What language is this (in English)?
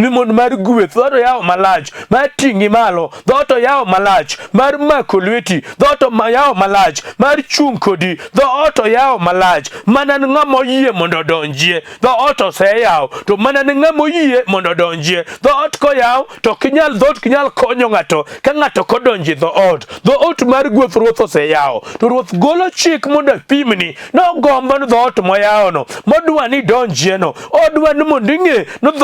Luo (Kenya and Tanzania)